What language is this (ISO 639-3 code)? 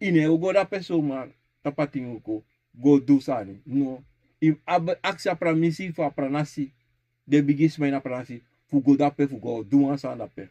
srn